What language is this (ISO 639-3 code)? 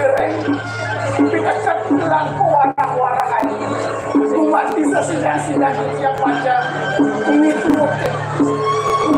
ban